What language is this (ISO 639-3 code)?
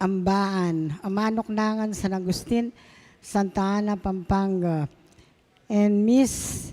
pam